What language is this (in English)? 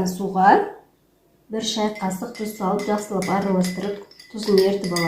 Kazakh